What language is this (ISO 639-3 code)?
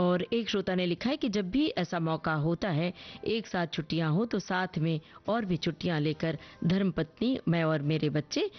hin